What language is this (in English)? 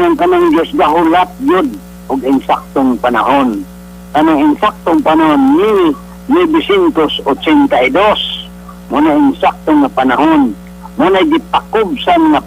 Cebuano